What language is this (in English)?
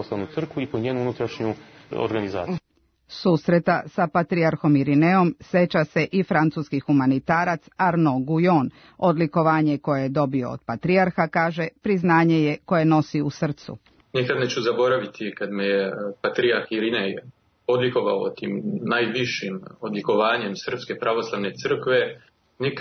Serbian